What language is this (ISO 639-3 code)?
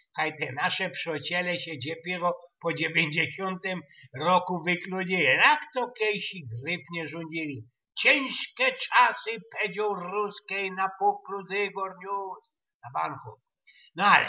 szl